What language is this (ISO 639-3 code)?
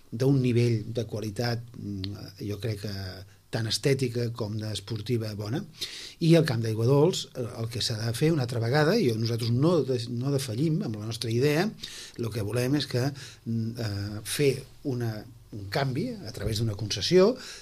cat